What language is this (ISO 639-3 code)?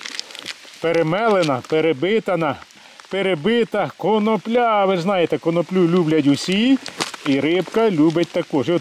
ukr